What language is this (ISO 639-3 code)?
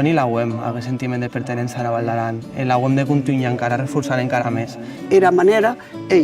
oci